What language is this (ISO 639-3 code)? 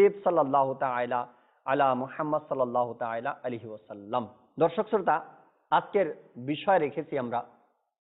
ben